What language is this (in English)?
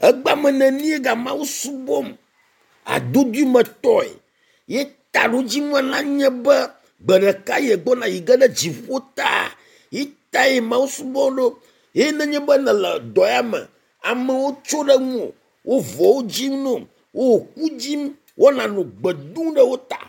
Ewe